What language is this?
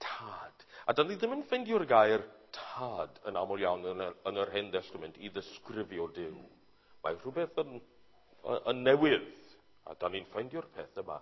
Welsh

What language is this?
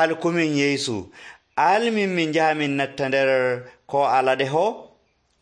Nigerian Fulfulde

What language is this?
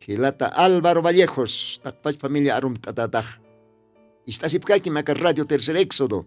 Aymara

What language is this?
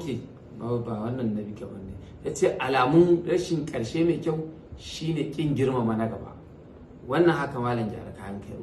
Hausa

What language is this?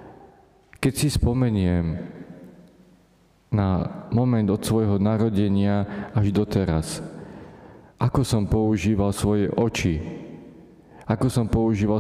Slovak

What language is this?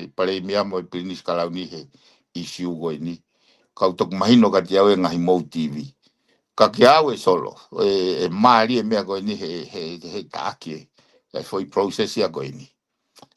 Tongan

